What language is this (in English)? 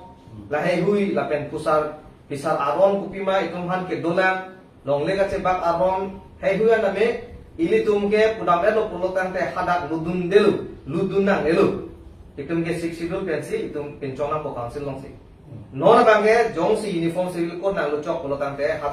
Karbi